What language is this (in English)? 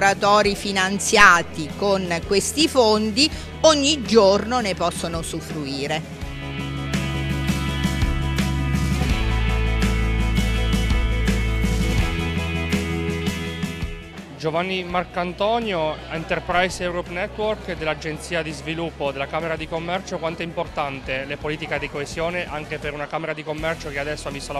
Italian